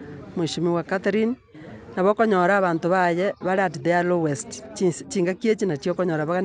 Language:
Gusii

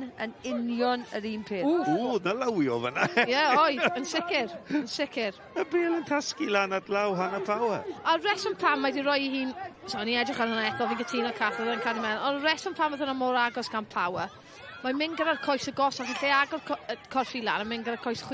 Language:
Welsh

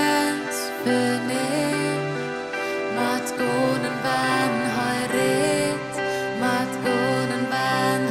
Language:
Plautdietsch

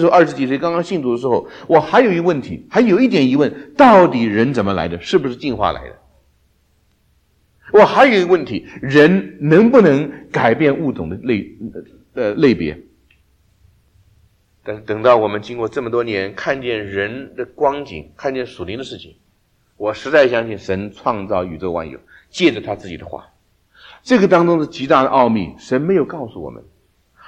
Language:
Chinese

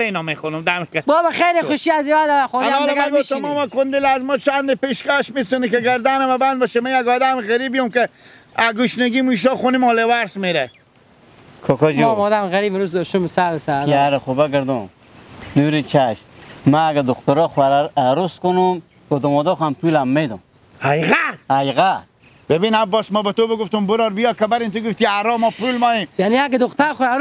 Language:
Hazaragi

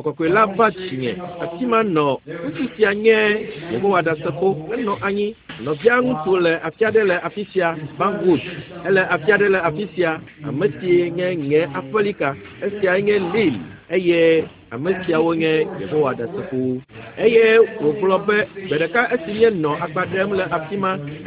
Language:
Ewe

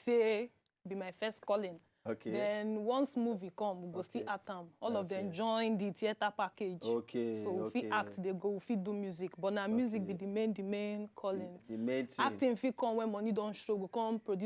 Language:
Nigerian Pidgin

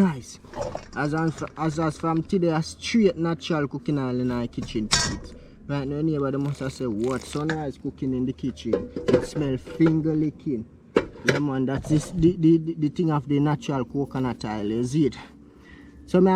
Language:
Jamaican Creole English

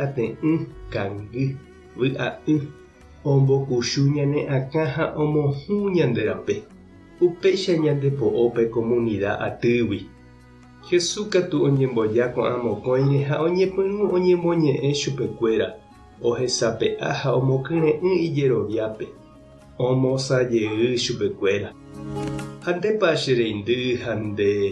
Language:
Guarani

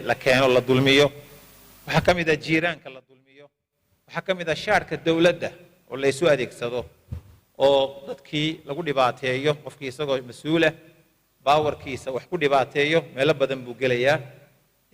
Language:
Somali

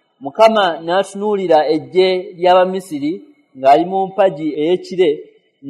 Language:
Ganda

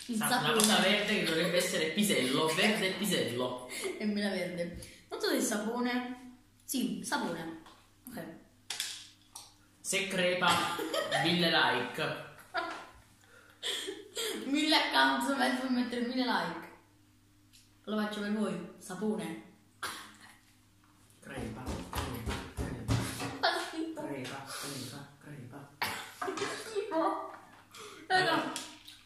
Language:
Italian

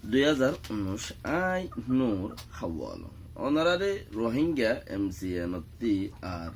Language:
Rohingya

